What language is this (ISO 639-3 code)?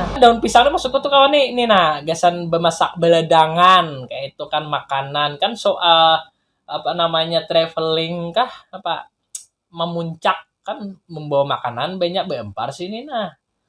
bjn